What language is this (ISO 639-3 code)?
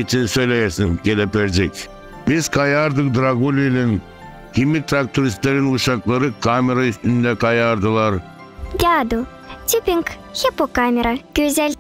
gag